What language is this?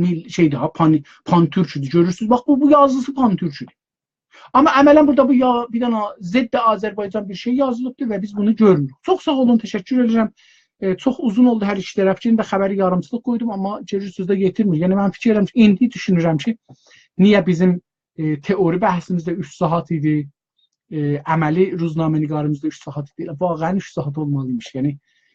South Azerbaijani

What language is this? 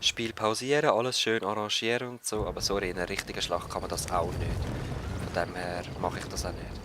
Swiss German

